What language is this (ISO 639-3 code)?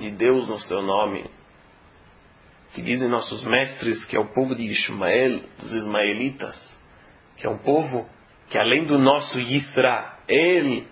por